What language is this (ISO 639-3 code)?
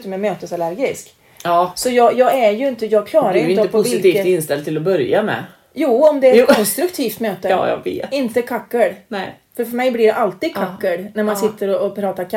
swe